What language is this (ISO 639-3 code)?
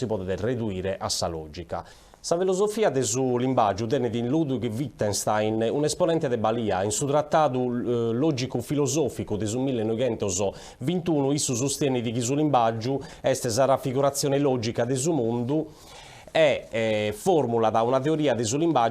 srd